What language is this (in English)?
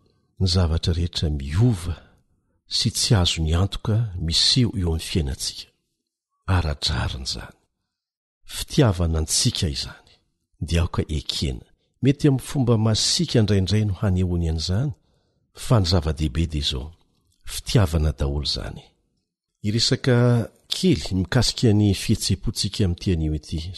Malagasy